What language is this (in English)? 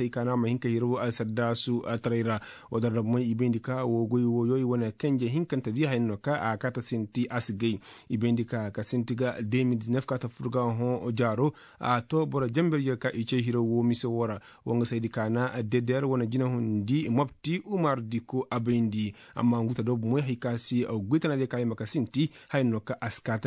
Koyraboro Senni